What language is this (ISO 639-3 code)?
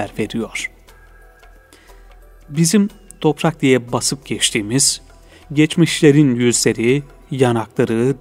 tur